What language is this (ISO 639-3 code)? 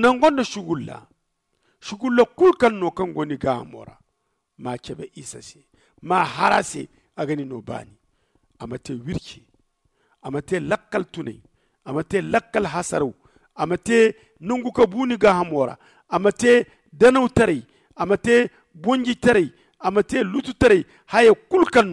dje